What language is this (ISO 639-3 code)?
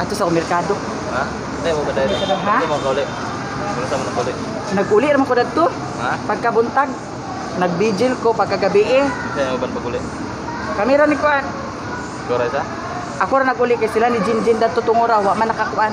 ceb